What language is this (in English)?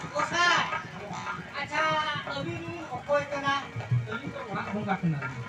Santali